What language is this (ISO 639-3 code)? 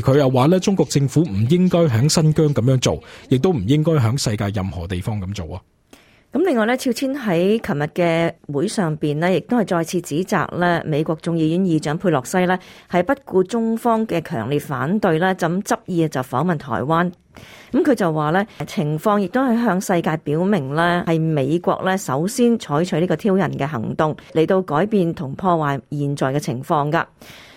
yue